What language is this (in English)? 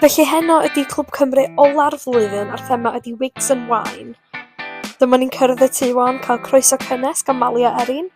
Welsh